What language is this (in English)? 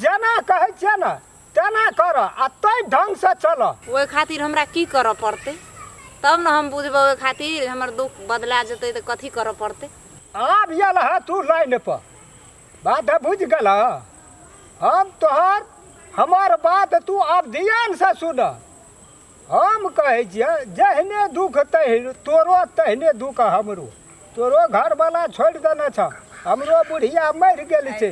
Maithili